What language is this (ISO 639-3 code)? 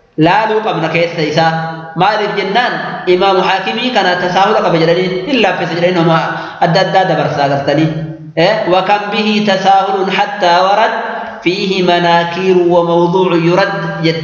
orm